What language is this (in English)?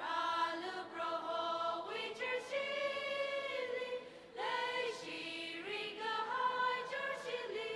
Tangkhul Naga (India)